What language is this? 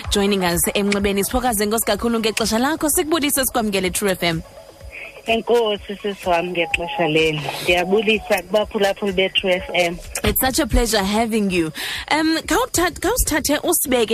Xhosa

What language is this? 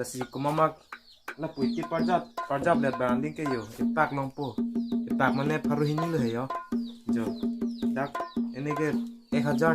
Karbi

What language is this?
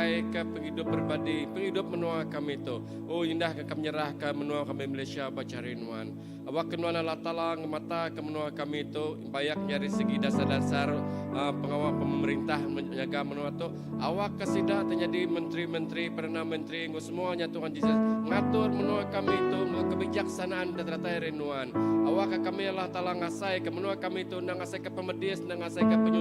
Iban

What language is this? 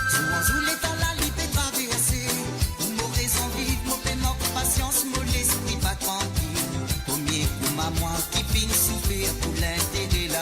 Morisyen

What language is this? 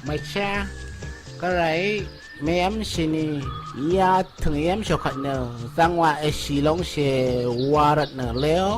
Rawang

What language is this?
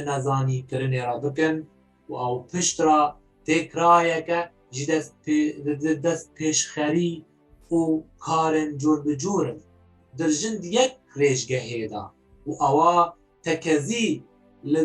Kurdish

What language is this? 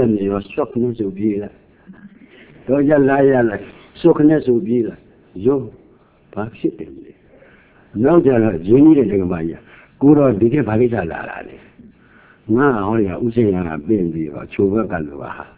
Burmese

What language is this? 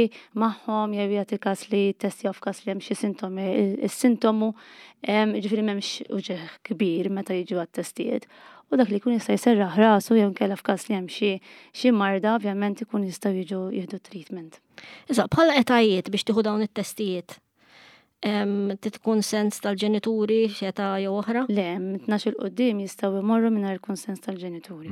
Maltese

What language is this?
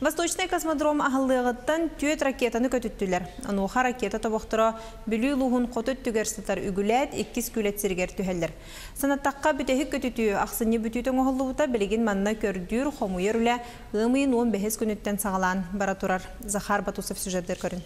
Yakut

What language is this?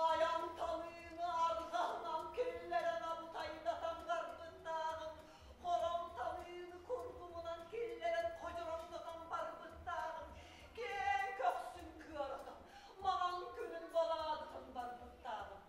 Yakut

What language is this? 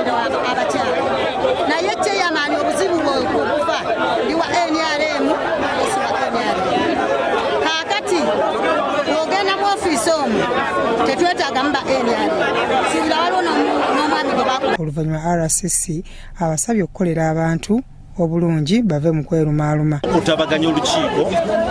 Ganda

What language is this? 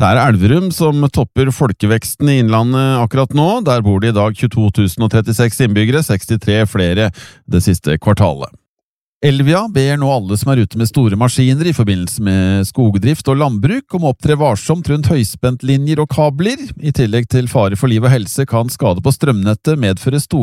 Norwegian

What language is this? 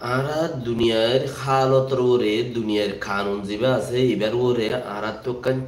Rohingya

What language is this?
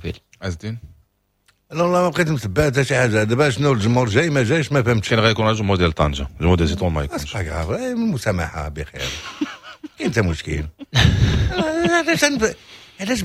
Moroccan Arabic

